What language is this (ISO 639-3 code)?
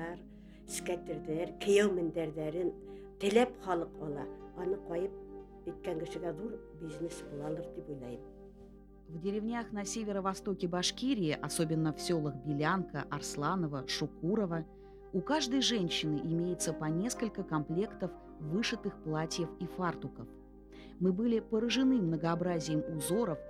bak